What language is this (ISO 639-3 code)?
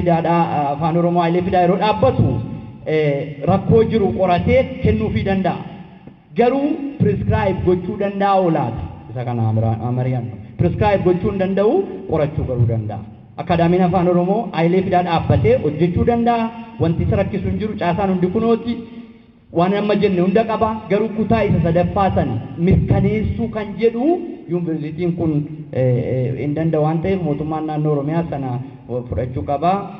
orm